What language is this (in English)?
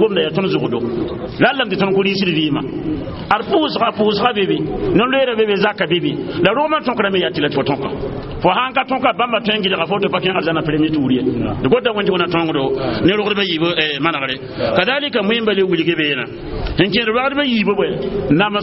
Mossi